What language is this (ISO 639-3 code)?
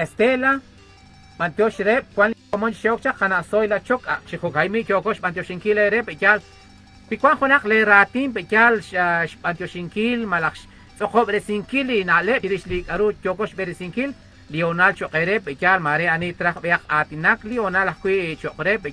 kek